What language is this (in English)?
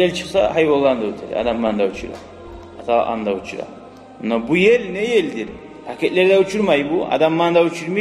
Kumyk